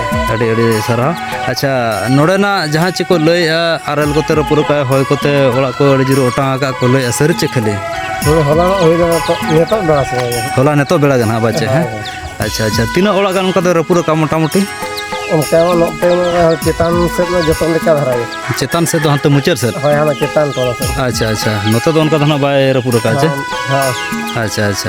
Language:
Santali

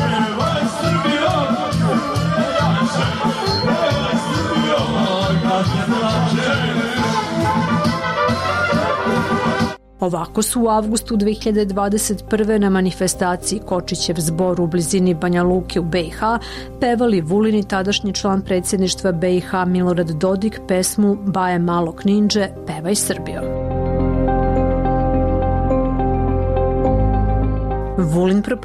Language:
Serbian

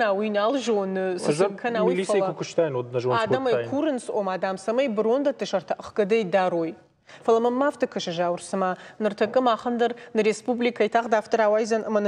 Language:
Ossetic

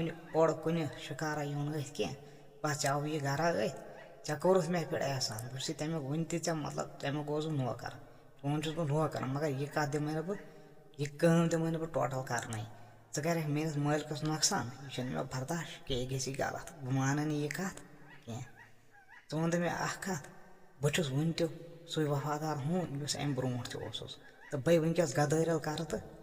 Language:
Kashmiri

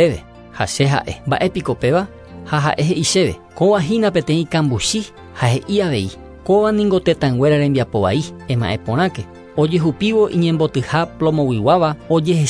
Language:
Guarani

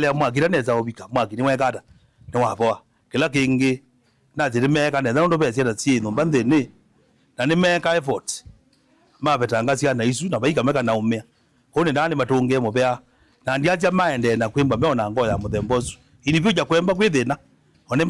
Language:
Kamba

